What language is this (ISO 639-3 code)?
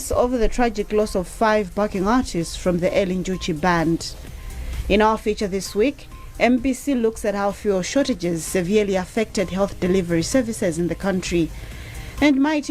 eng